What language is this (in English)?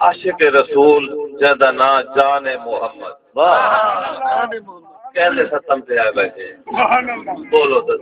Saraiki